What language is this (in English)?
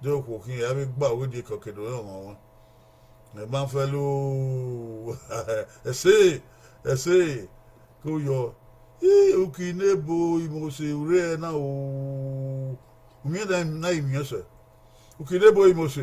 Bini